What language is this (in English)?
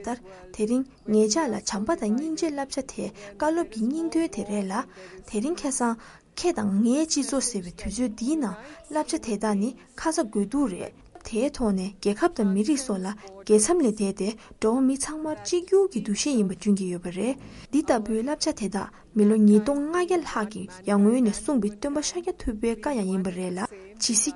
Tibetan